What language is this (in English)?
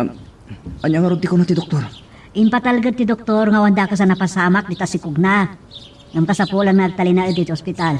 Iloko